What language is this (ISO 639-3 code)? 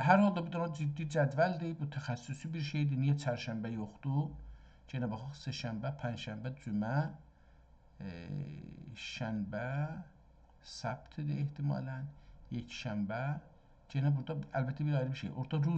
azb